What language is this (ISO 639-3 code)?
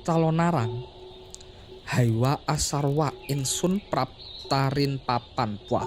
jav